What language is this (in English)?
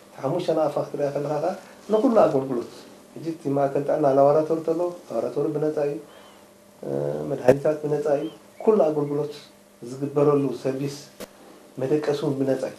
Tigrinya